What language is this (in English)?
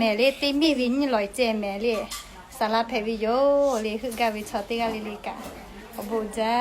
Lahu